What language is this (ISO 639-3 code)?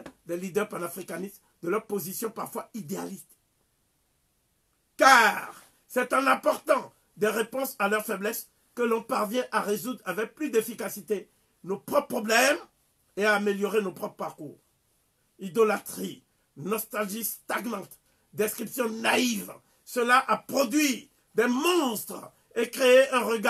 fra